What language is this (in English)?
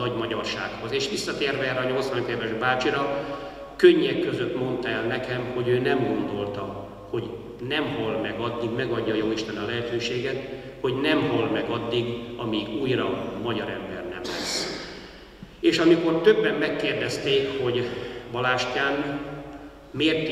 Hungarian